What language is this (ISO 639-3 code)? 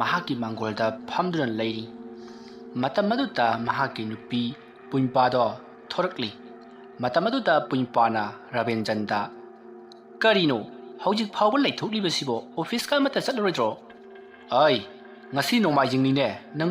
mni